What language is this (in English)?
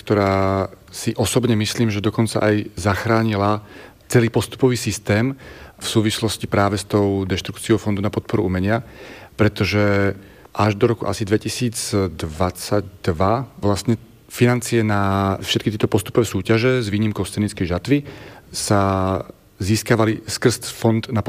Slovak